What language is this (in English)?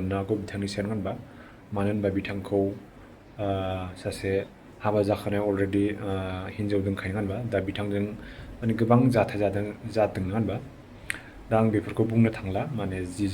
Bodo